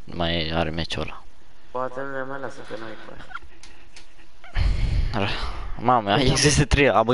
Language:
Romanian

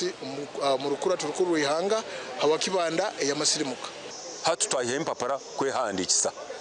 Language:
Nyankole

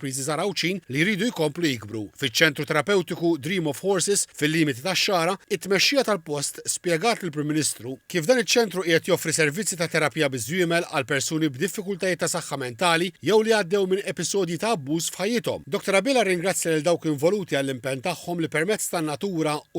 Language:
Maltese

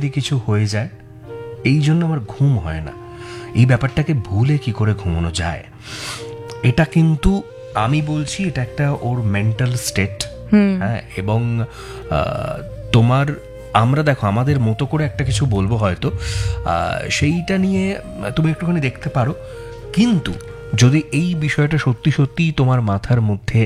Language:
Bangla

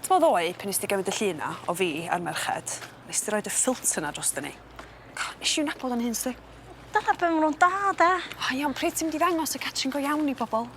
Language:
Welsh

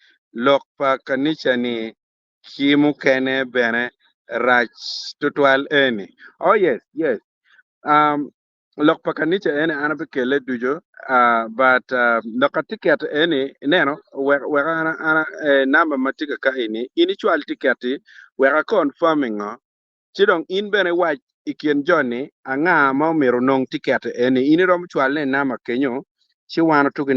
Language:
Acoli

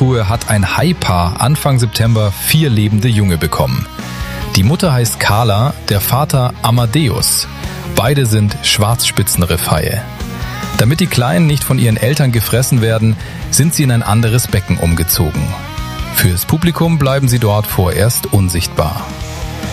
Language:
German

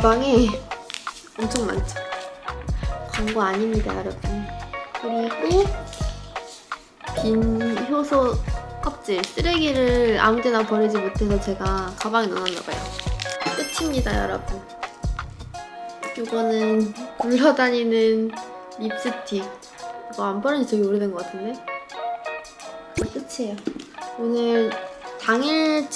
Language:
Korean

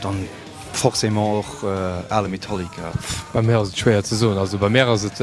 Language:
Luxembourgish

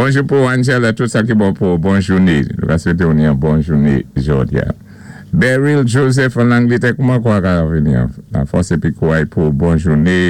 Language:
Saint Lucian Creole French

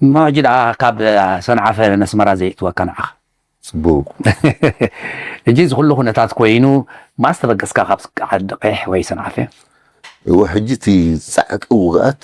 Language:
Tigrinya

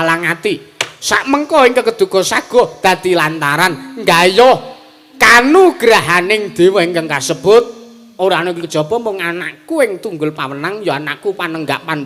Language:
Javanese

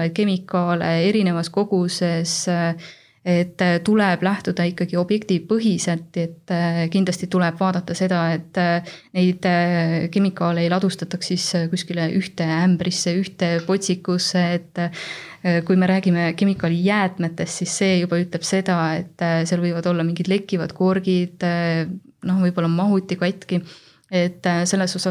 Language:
Estonian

